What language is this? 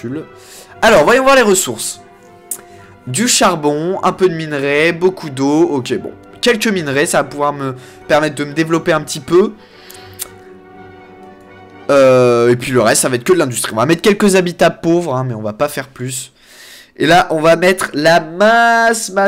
French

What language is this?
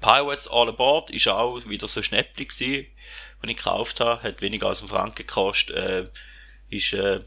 Swiss German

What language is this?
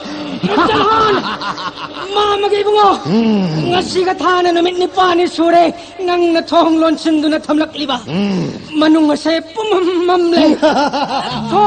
Manipuri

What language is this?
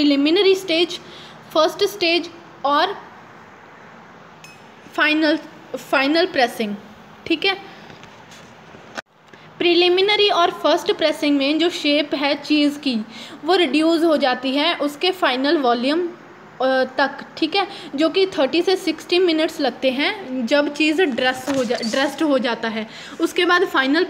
Hindi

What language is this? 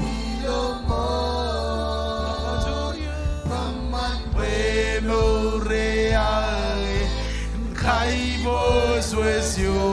Marshallese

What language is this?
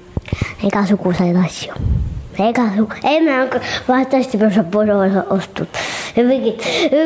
Estonian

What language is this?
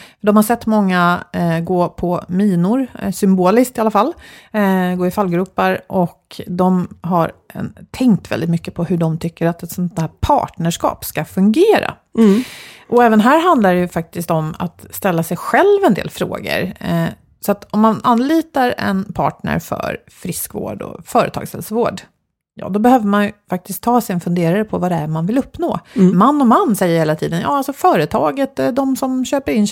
Swedish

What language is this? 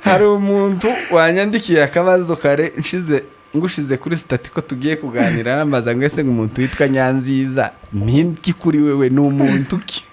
Kinyarwanda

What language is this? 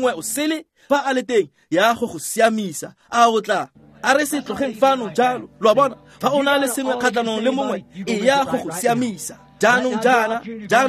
Tswana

